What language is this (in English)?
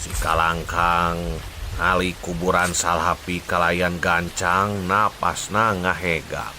Sundanese